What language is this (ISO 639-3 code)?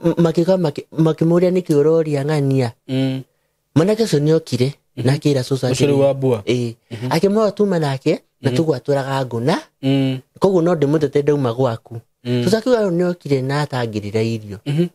kik